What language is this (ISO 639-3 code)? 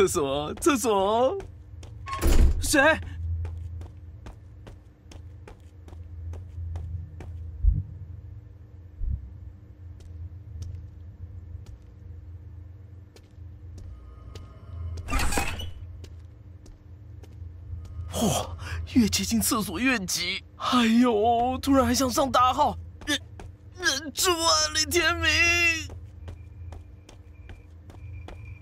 zho